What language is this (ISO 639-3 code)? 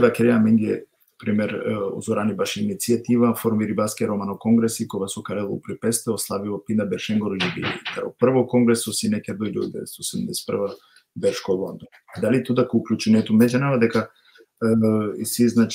rmn